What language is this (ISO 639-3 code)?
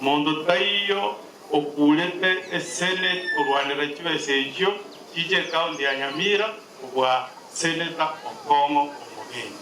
guz